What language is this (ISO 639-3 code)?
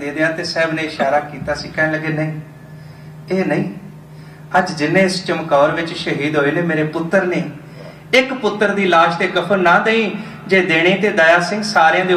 pan